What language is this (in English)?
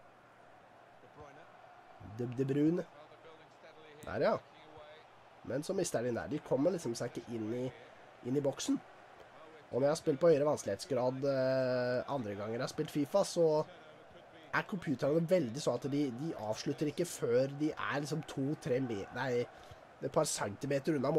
Norwegian